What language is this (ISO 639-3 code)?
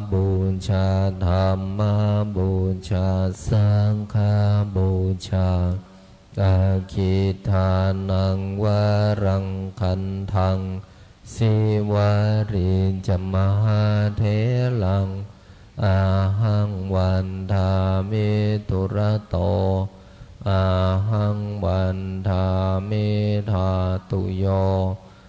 pli